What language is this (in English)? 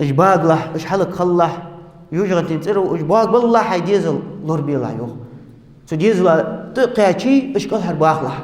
Ingush